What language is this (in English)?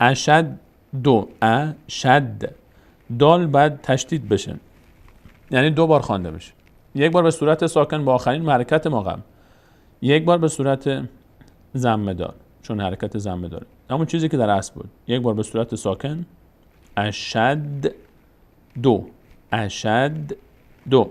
Persian